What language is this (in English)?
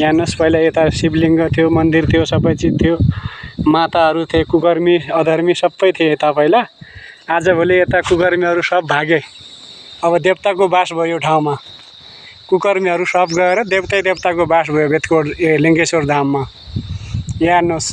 Nepali